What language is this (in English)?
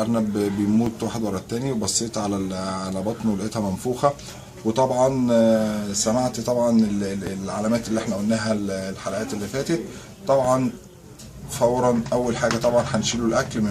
Egyptian Arabic